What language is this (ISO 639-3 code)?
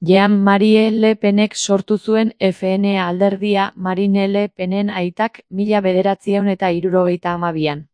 eus